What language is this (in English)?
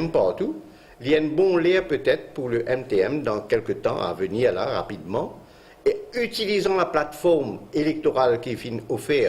Morisyen